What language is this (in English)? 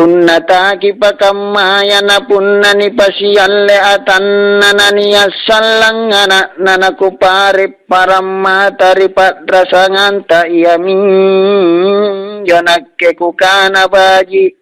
Makasar